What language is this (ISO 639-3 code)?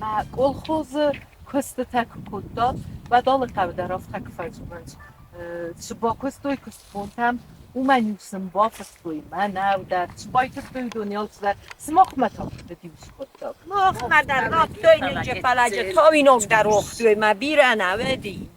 oss